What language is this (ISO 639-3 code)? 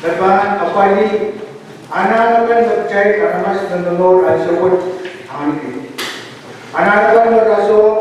pon